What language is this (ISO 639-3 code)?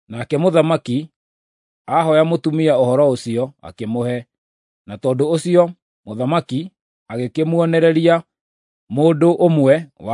kik